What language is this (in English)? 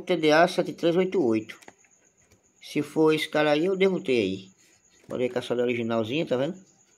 Portuguese